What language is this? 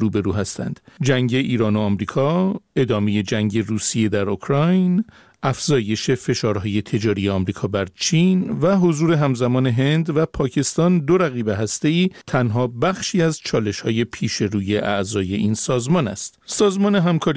Persian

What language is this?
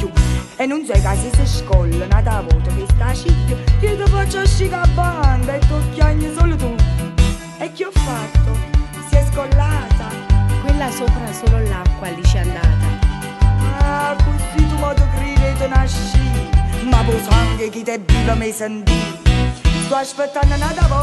Neapolitan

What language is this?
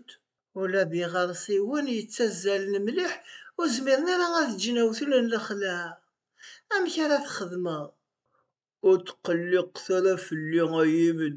Kabyle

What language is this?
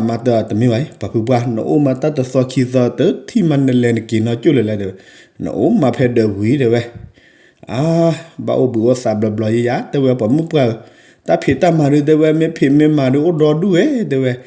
S'gaw Karen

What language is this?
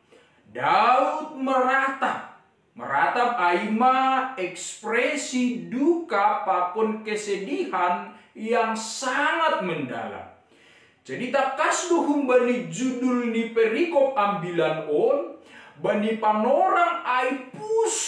Batak Simalungun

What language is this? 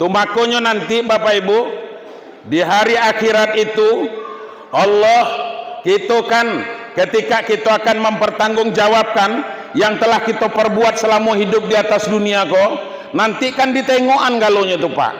Minangkabau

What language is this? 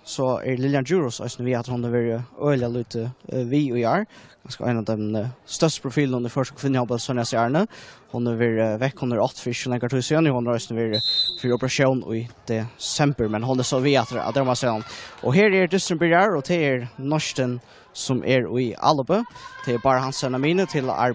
Faroese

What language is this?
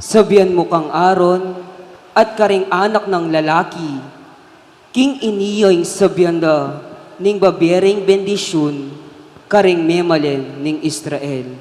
Pampanga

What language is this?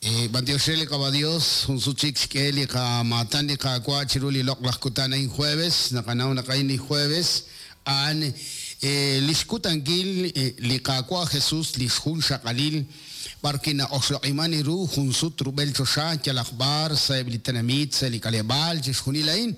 Kekchí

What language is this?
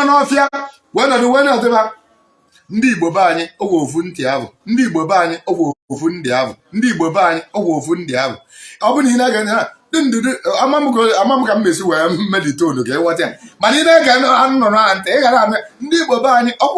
Igbo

